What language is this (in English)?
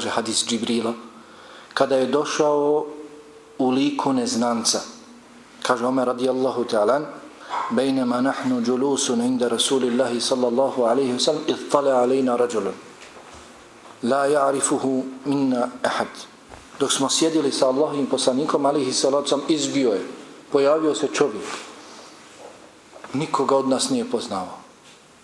Bosnian